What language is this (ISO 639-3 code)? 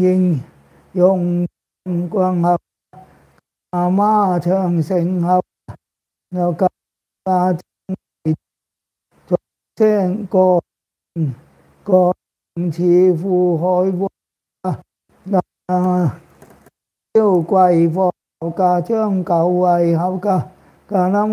vie